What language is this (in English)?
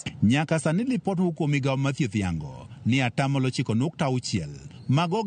Luo (Kenya and Tanzania)